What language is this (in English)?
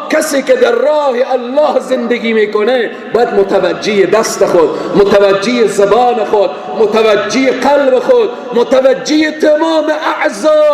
Persian